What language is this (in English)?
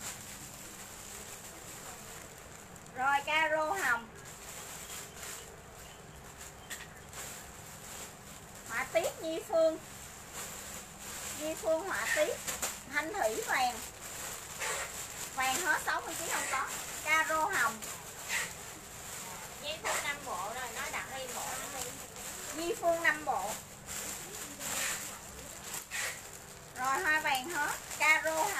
Vietnamese